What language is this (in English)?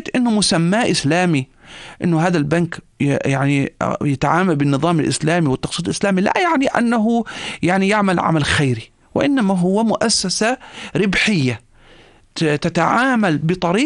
North Levantine Arabic